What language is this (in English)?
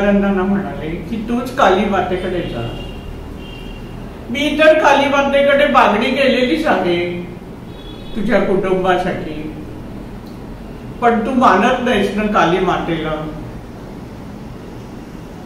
Marathi